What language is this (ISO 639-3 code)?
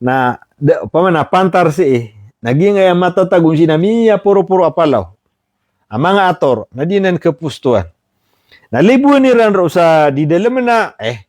mrw